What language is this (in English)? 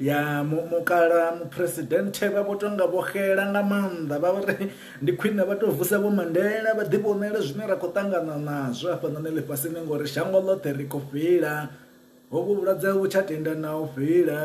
Venda